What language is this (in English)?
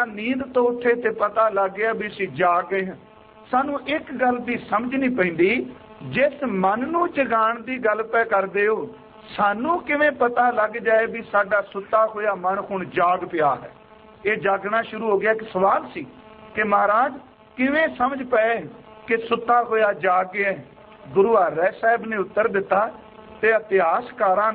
Punjabi